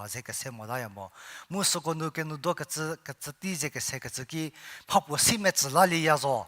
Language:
Angami Naga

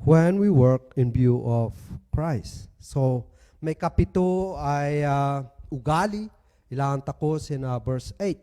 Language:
Kankanaey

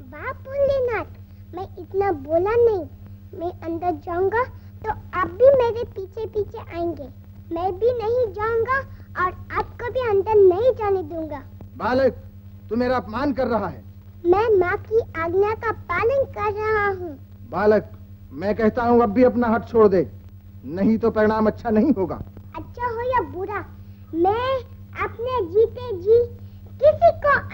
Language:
Hindi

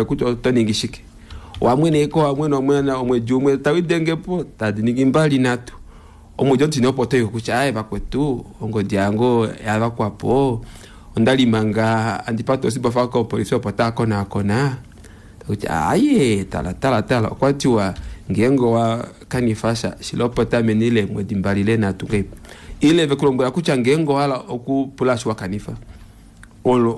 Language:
Kuanyama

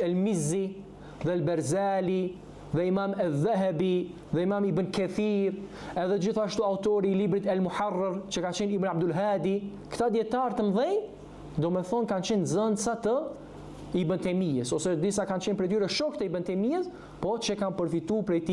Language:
Albanian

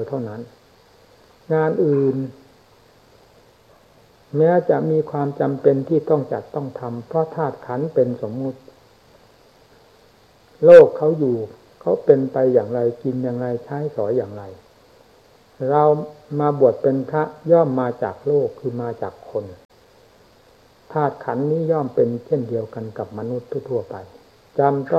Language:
Thai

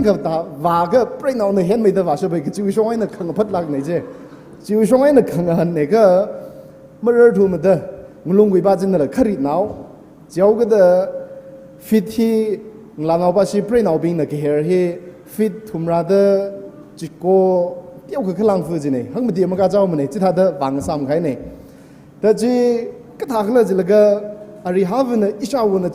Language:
Tangkhul Naga (India)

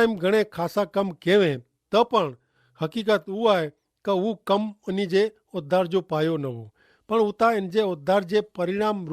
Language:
Kachhi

